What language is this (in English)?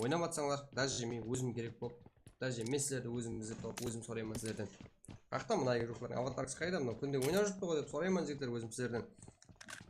Kara-Kalpak